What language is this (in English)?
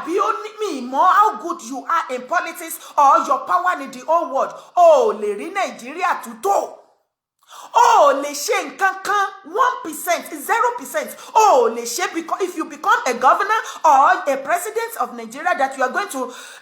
Yoruba